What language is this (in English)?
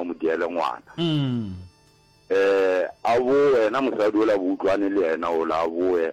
Northern Sotho